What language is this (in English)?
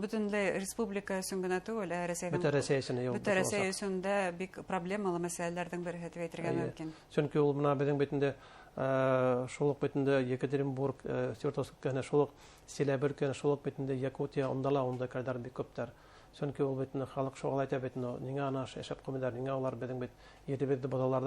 Bashkir